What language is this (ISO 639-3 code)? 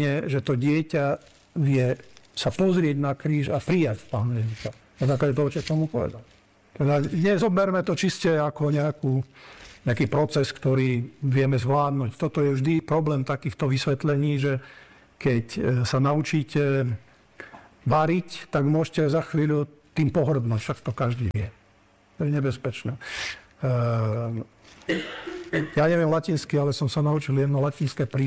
slk